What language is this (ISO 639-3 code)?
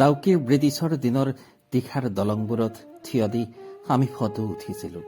asm